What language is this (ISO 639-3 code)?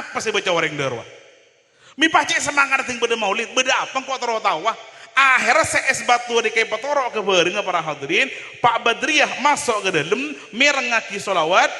mad